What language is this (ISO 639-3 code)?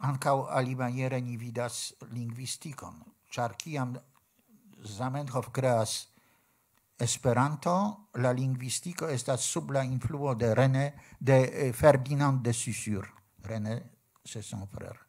epo